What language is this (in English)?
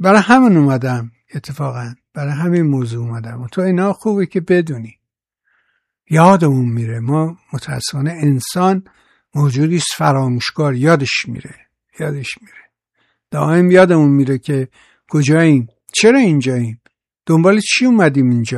Persian